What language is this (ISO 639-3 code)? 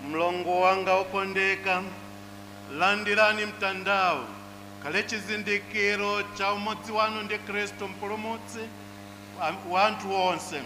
nya